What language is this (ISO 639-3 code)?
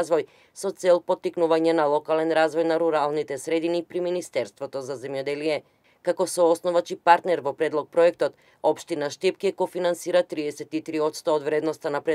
mkd